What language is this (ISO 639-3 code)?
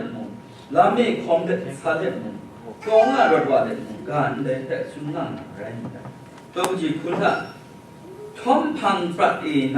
kac